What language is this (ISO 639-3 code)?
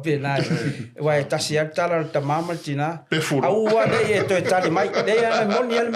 smo